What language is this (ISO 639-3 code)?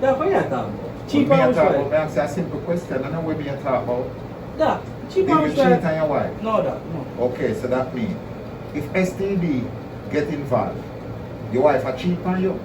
jam